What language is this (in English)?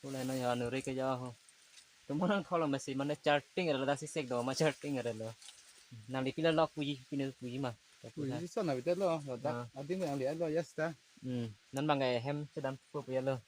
Karbi